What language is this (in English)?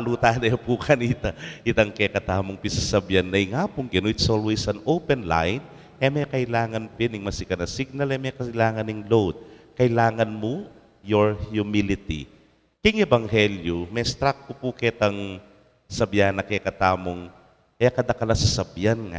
Pampanga